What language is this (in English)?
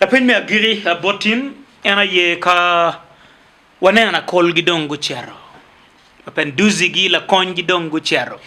Acoli